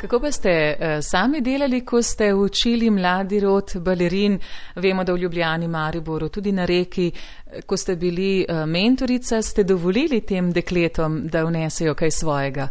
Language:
Slovenian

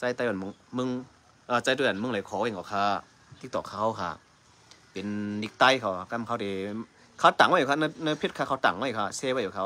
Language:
Shan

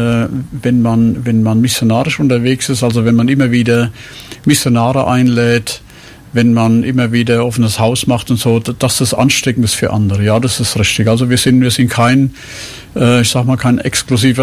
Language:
German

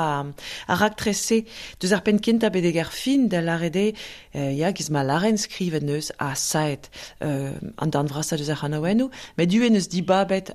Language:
Breton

